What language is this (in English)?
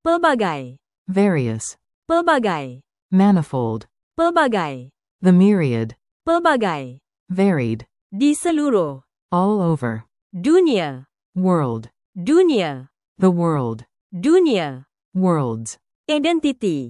Malay